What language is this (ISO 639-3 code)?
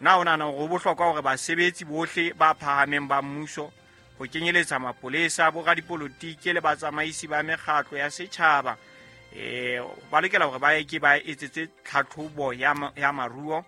sot